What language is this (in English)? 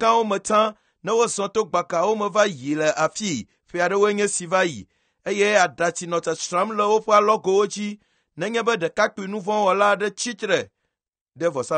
Ewe